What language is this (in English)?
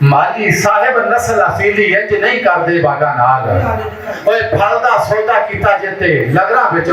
Western Panjabi